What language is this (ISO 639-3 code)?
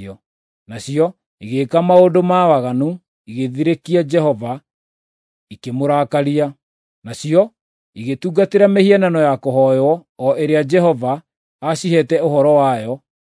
kik